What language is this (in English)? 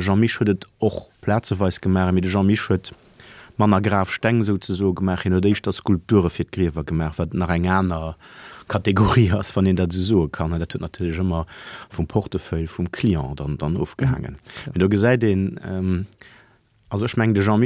Luxembourgish